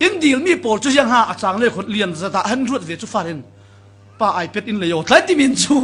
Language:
Falam Chin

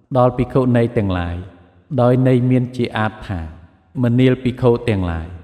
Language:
Khmer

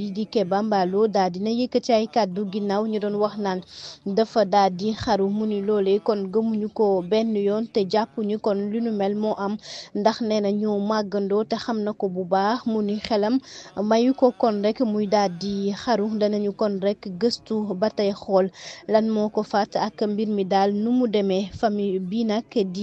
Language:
Wolof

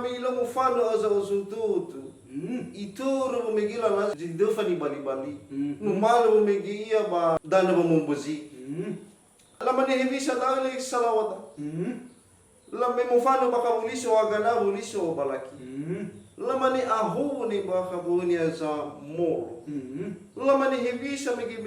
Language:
Nias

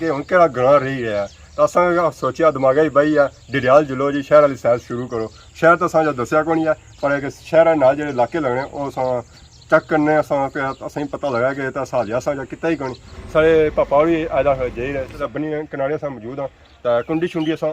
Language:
Pahari-Potwari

